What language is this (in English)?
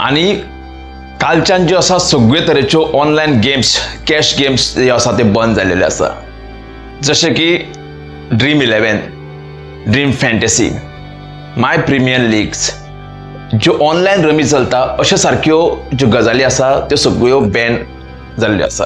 Konkani